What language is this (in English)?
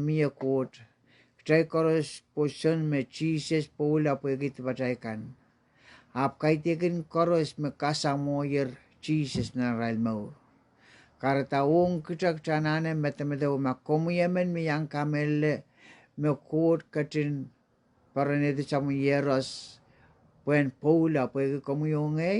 Pohnpeian